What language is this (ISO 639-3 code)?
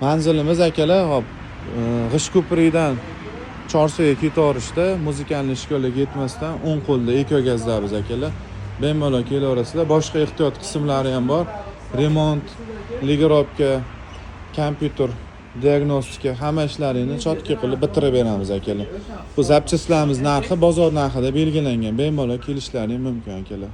uzb